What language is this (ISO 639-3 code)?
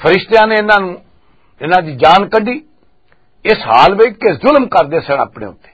lah